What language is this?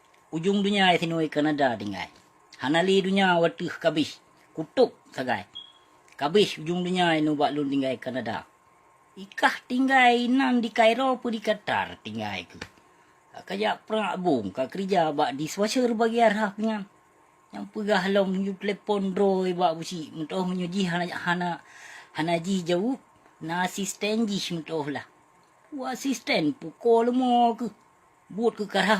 Achinese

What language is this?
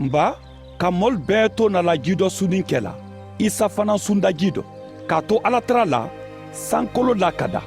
Mandingo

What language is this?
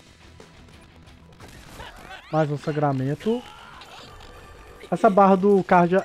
Portuguese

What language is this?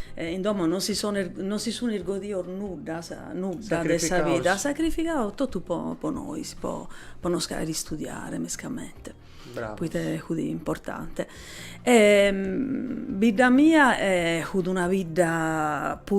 Sardinian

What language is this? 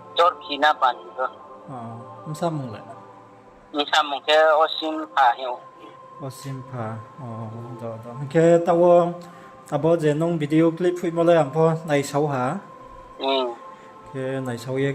Riang (India)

